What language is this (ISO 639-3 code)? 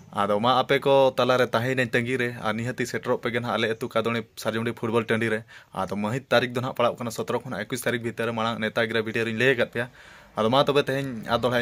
sat